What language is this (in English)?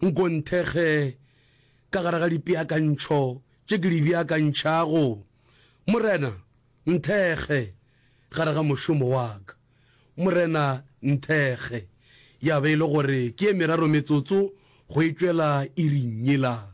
Northern Sotho